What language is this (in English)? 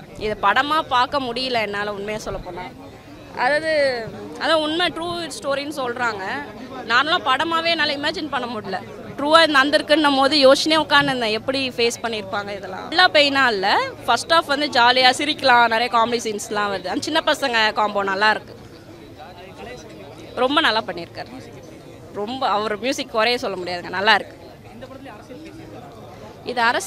Tamil